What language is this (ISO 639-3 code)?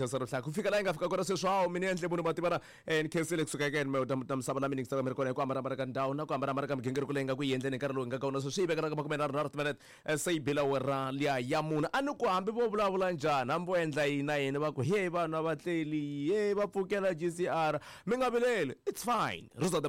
tso